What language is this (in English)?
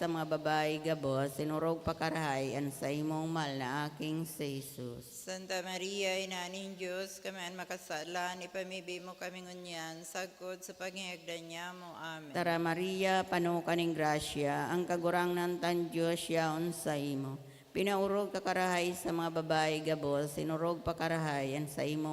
Bikol